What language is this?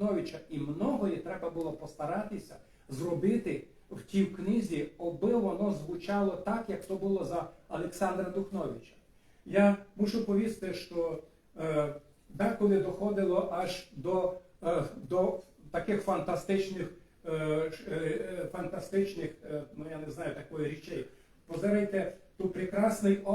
Rusyn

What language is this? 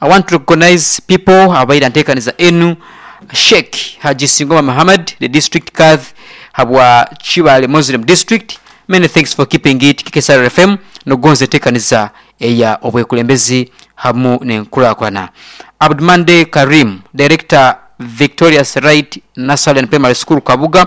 Nyoro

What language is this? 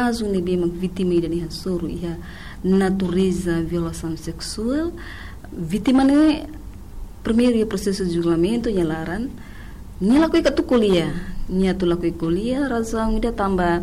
Tetum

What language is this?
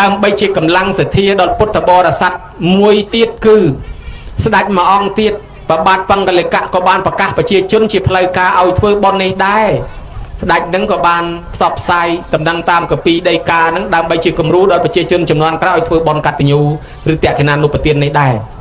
Khmer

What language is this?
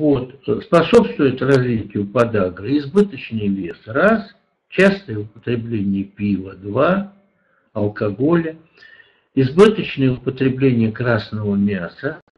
Russian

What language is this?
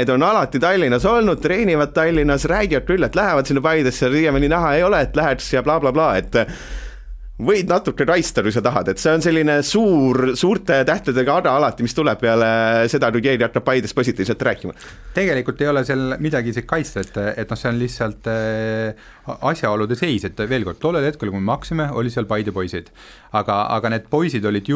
Estonian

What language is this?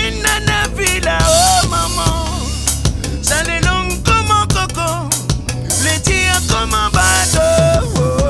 Réunion Creole French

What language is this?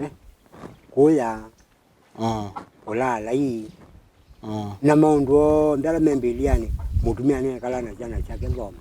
Kamba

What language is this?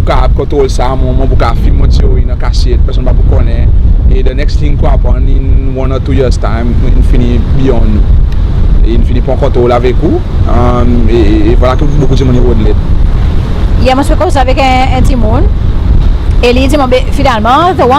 Seselwa Creole French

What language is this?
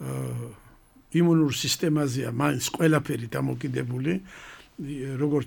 Georgian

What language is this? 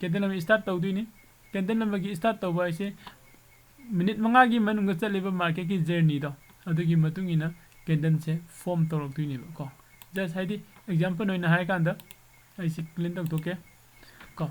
Manipuri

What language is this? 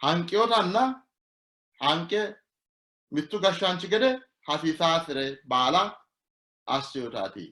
Sidamo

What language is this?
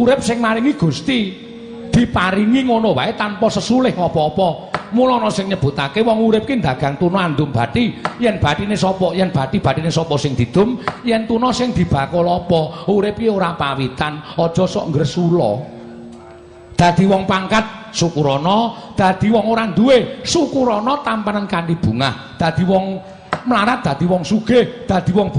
Javanese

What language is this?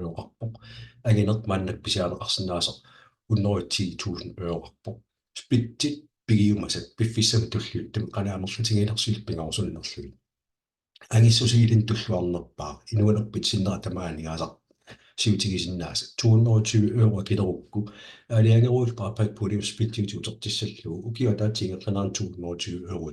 Kalaallisut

